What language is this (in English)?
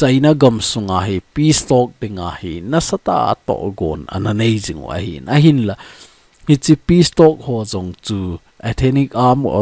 Thado Chin